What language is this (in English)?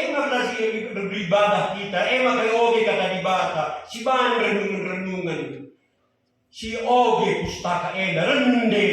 Batak Karo